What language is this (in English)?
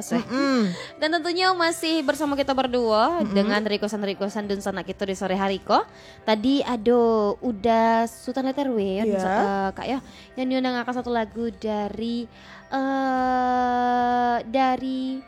Minangkabau